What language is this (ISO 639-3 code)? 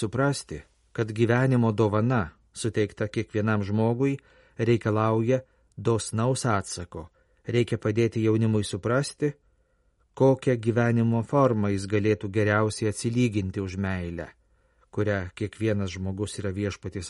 lit